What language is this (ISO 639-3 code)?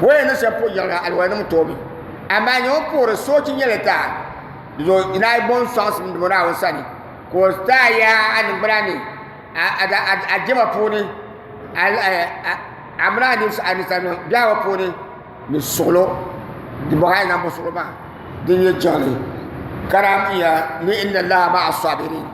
dag